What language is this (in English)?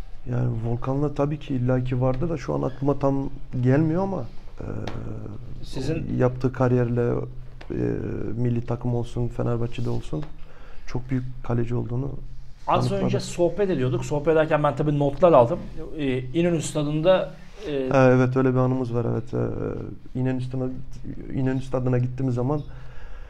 Turkish